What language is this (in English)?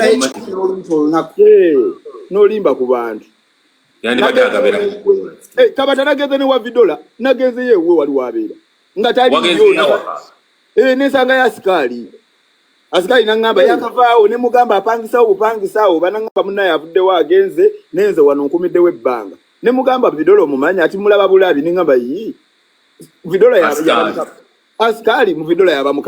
Ganda